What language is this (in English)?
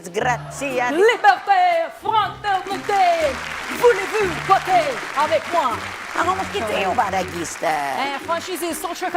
Sicilian